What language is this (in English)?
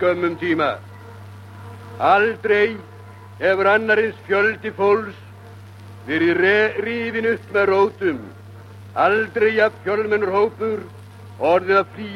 Icelandic